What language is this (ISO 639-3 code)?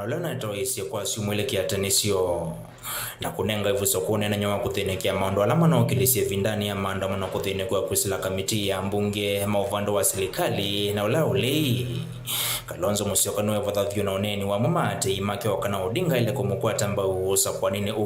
kam